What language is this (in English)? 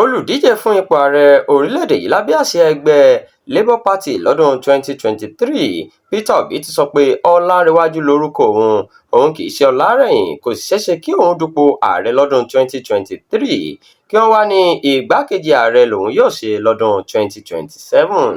Yoruba